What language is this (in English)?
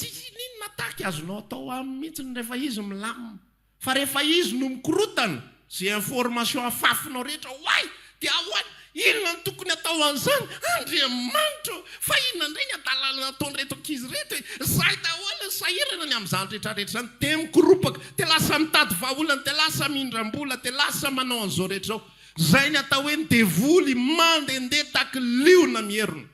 Malagasy